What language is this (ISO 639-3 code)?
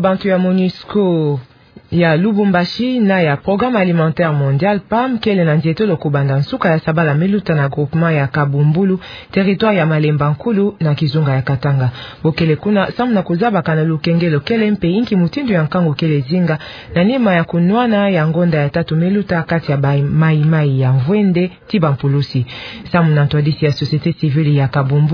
ktu